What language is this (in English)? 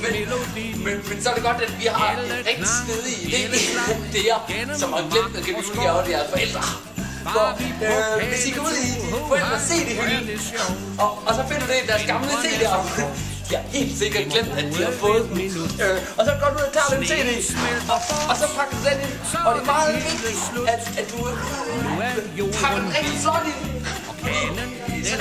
Danish